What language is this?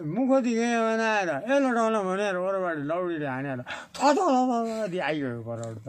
Nepali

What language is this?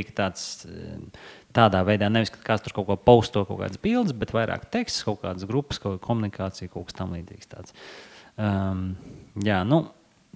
Latvian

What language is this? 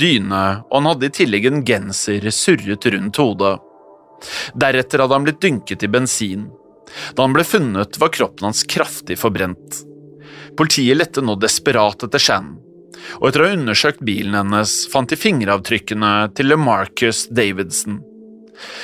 Norwegian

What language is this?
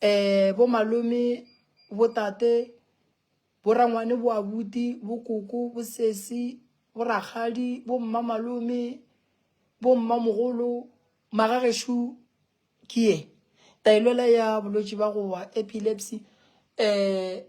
Northern Sotho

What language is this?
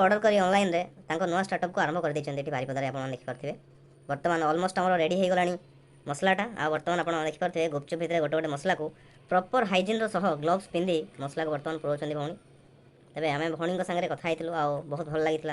Odia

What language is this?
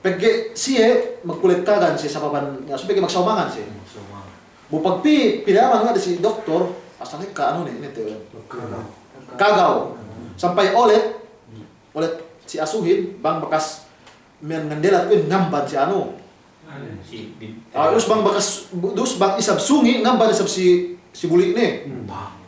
Yakan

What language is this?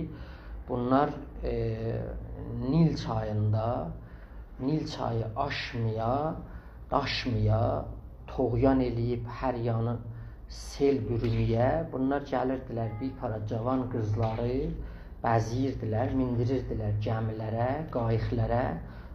South Azerbaijani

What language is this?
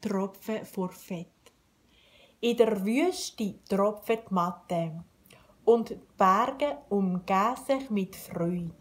Swiss German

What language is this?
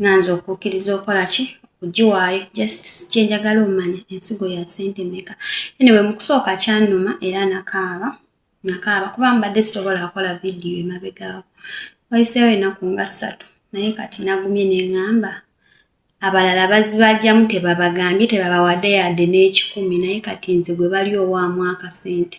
Ganda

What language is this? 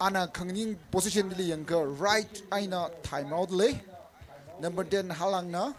Tangkhul Naga (India)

